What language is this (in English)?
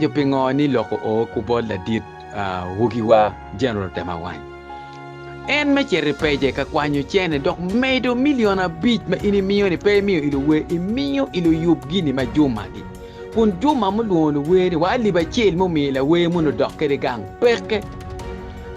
Acoli